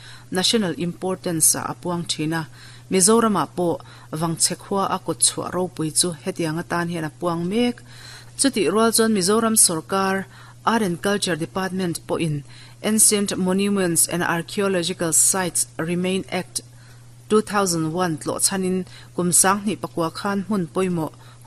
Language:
Mizo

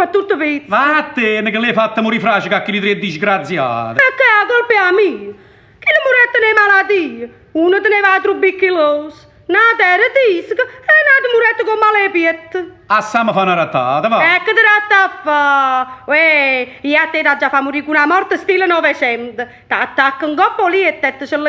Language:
Neapolitan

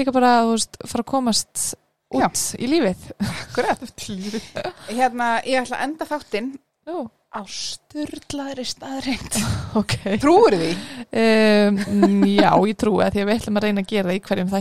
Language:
Icelandic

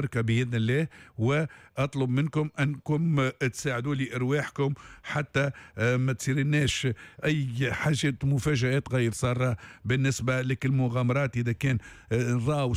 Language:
Tunisian Arabic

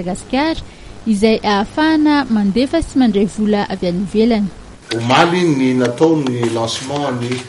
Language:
Malagasy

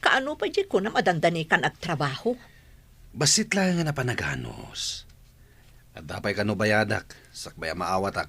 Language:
Iloko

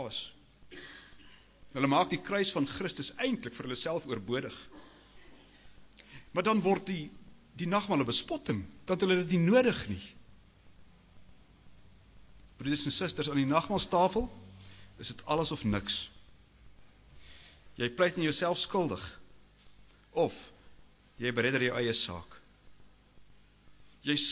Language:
Afrikaans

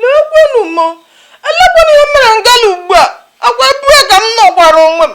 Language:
Igbo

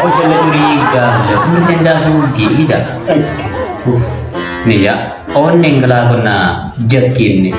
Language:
Madurese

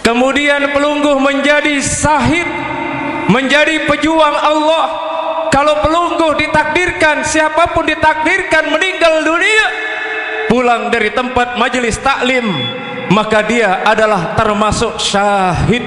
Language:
Sasak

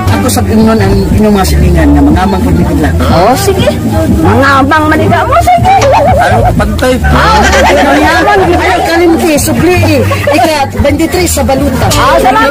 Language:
Cebuano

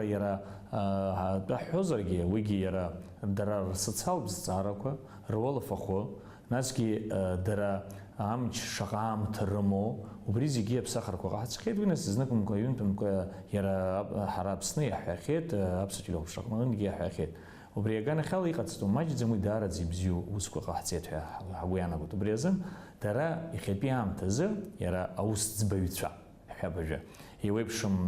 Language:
Abkhazian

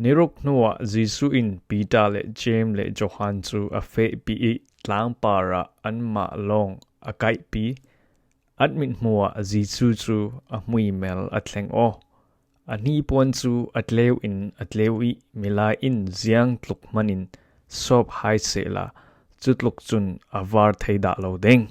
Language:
Falam Chin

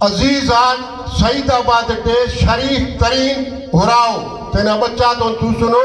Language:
Brahui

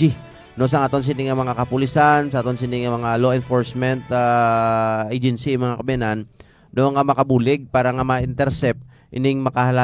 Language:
Hiligaynon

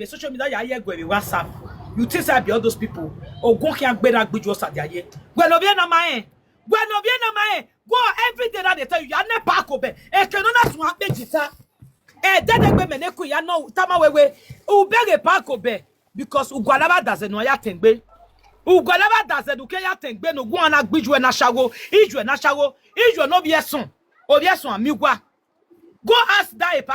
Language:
Nigerian Pidgin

